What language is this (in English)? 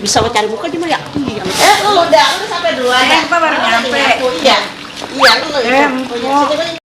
Betawi